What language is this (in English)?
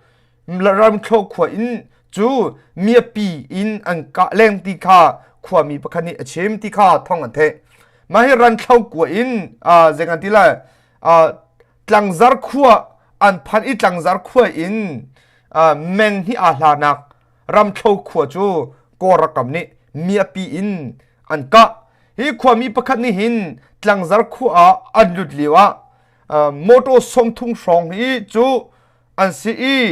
Hakha Chin